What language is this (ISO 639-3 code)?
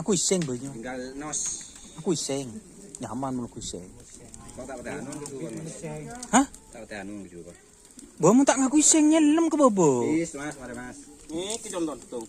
mad